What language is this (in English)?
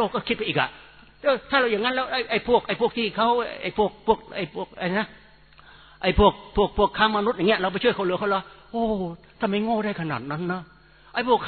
Thai